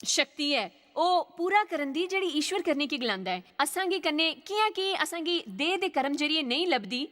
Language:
Dogri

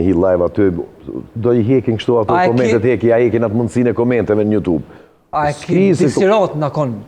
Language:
Albanian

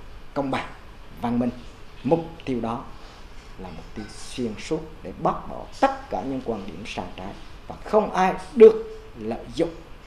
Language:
Vietnamese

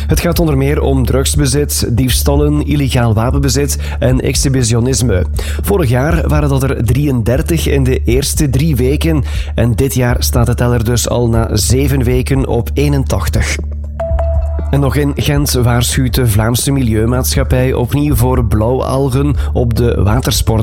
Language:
Dutch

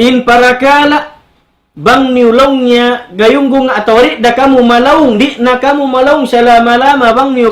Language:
Tausug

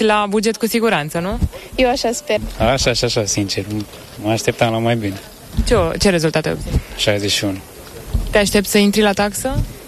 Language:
Romanian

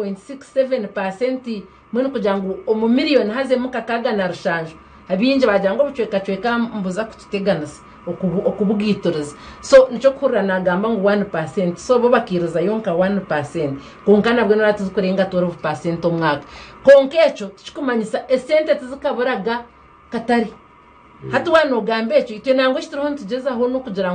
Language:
Nyankole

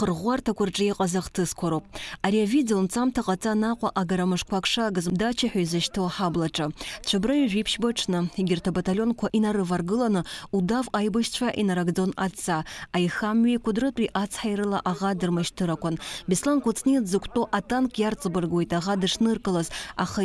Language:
Abkhazian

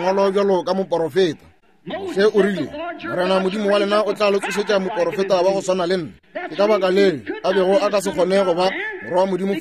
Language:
Northern Sotho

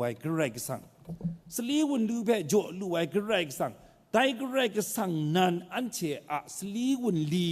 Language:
Kachin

